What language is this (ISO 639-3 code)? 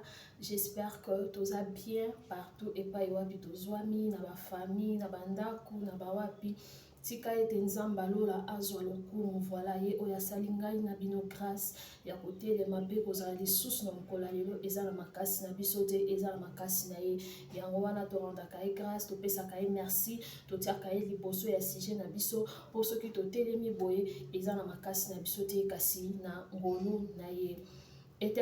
lin